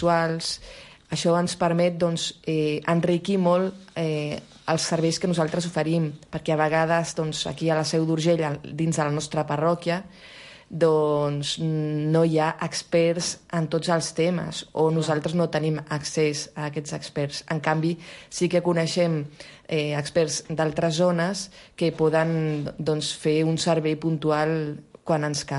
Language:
Catalan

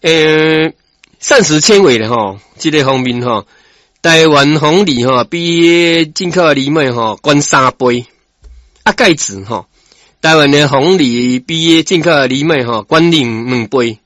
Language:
Min Nan Chinese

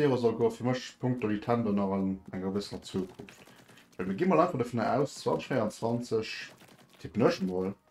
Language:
Luxembourgish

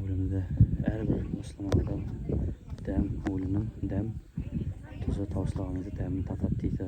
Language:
Kazakh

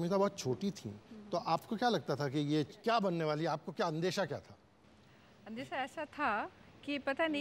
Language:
Hindi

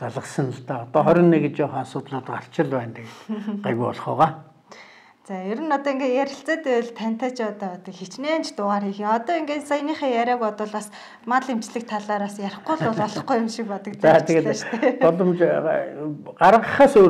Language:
Mongolian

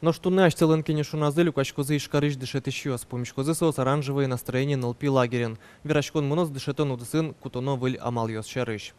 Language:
Udmurt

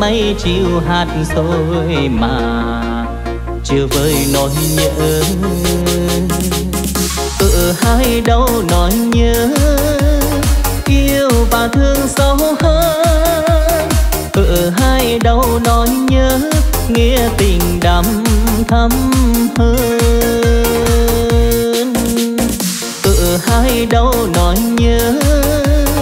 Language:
Vietnamese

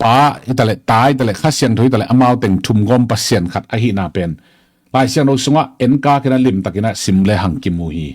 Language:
Tedim Chin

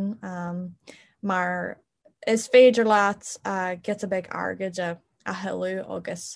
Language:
Irish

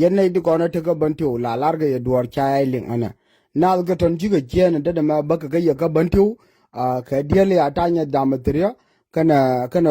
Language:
Nuer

